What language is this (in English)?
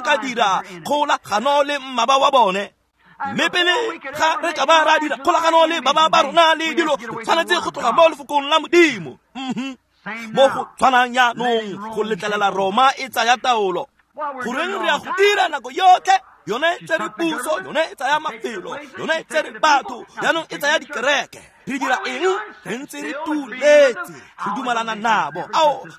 Tswana